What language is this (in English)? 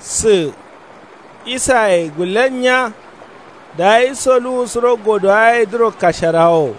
Kanuri